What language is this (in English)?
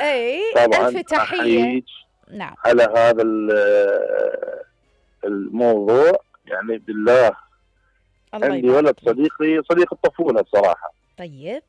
Mesopotamian Arabic